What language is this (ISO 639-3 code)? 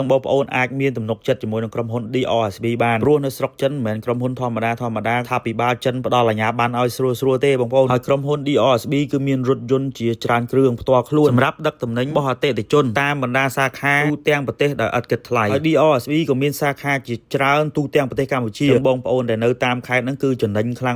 khm